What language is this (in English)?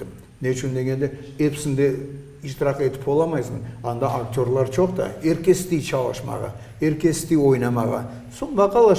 Crimean Tatar